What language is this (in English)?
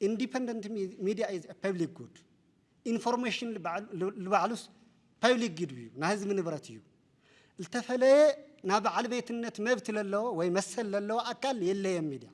Tigrinya